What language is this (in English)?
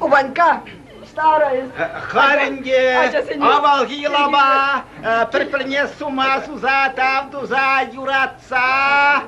Chuvash